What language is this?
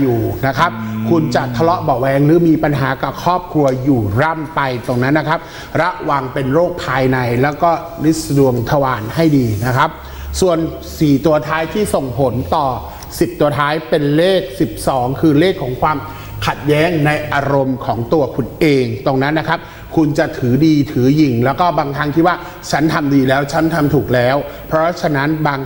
Thai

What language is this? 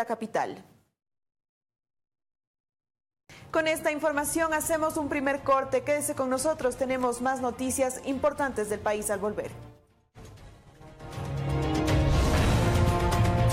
Spanish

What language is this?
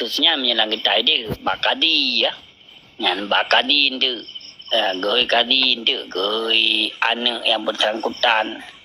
Achinese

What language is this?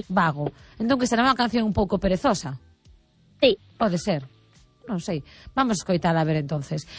Galician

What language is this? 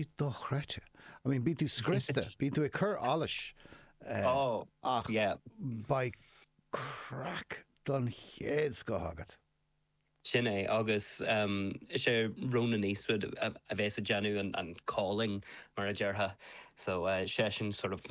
Irish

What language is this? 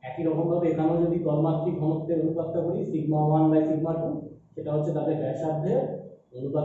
Bangla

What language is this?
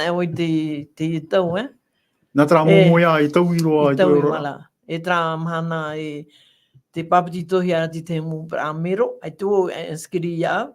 Tahitian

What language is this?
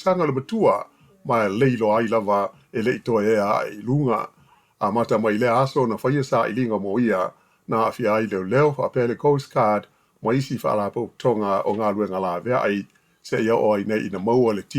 Samoan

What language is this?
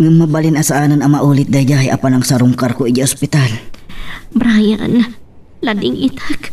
Iloko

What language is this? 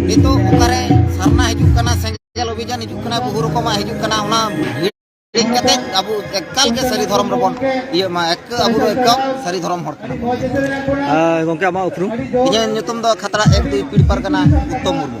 Santali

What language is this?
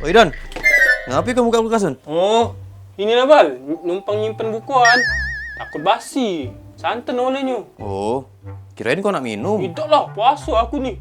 Musi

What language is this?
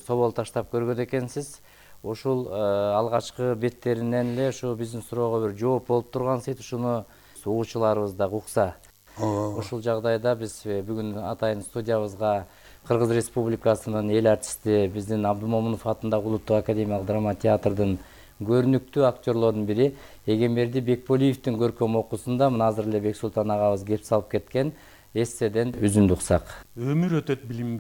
Kyrgyz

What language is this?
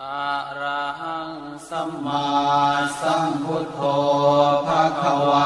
Pali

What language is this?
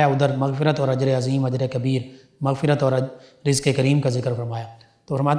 Urdu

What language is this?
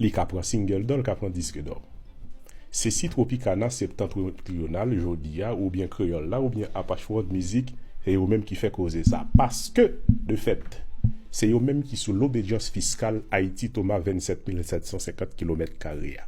Haitian Creole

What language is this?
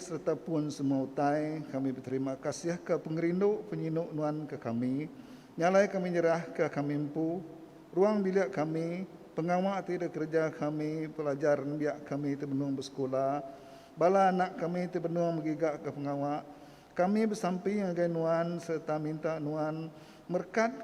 Iban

